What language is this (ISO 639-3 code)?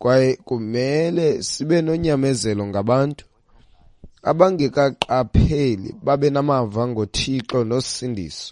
xho